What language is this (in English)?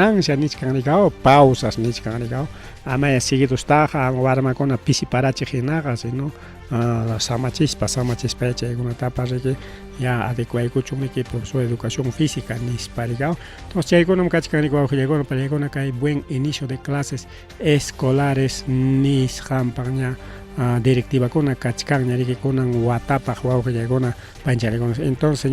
Ayacucho Quechua